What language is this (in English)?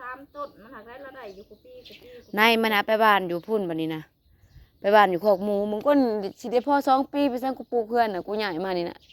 Northeastern Thai